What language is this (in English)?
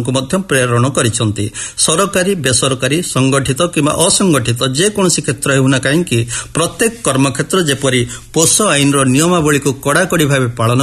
Odia